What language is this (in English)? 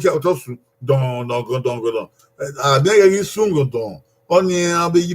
Bini